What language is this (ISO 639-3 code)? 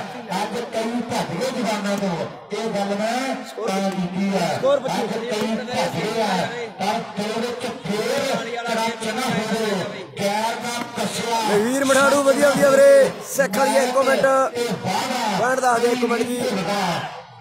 pan